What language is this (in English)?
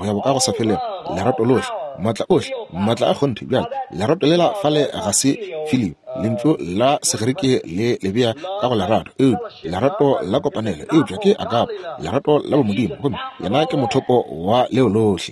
Northern Sotho